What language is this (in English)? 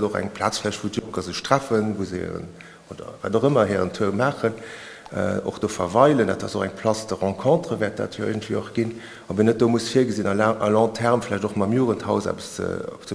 Luxembourgish